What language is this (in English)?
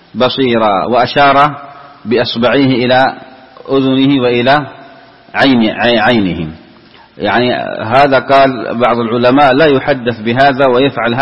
Arabic